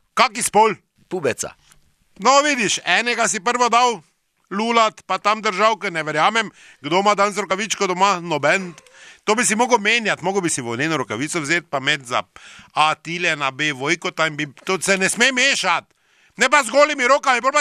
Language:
Slovenian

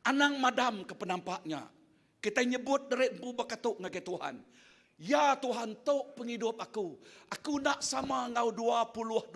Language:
Iban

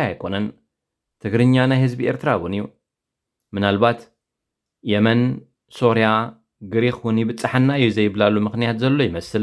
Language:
Tigrinya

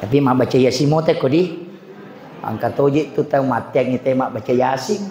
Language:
Buginese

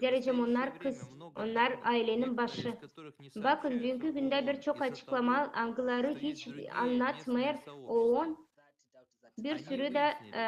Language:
Gagauz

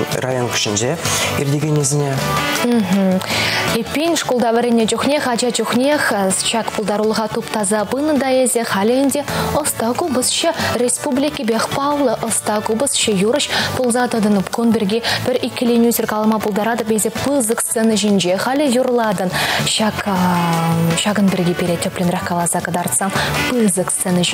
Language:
Chuvash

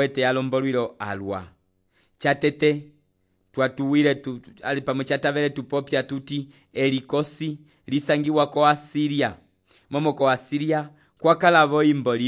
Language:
Umbundu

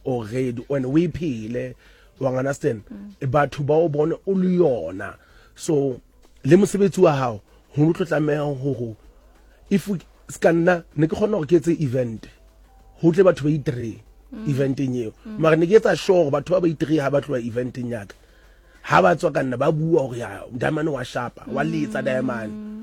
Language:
Southern Sotho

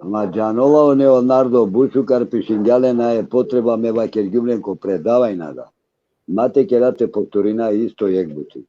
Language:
Balkan Romani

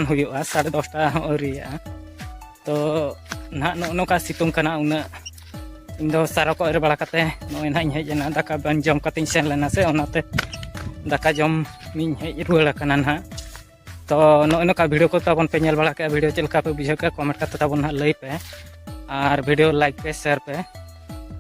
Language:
Santali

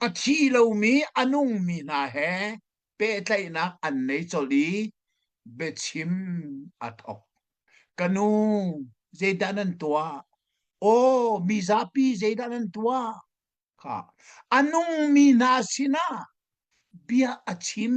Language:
Hakha Chin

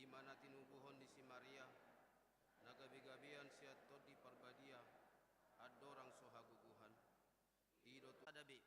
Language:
Batak Toba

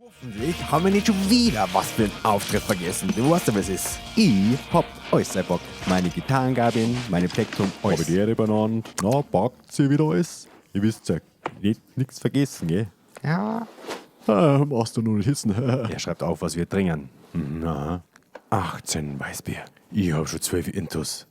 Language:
Bavarian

